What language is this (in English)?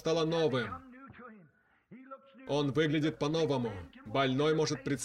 Russian